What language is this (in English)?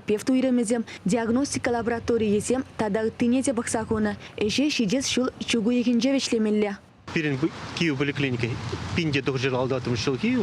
Chuvash